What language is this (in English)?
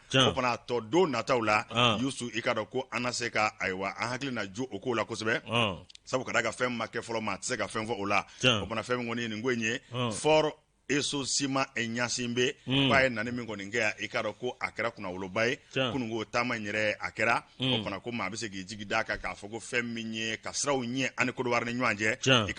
Bambara